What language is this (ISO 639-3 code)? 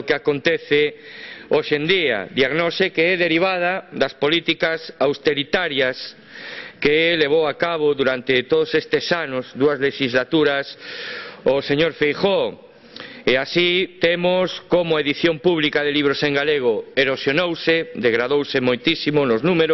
glg